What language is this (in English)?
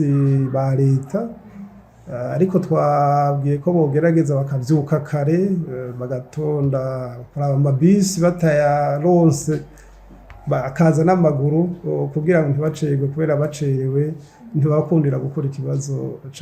Rundi